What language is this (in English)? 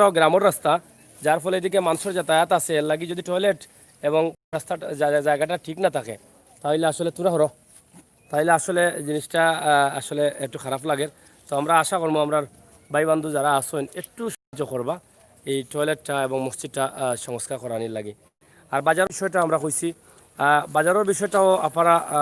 Sylheti